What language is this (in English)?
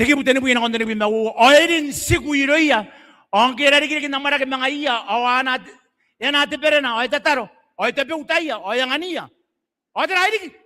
Gilbertese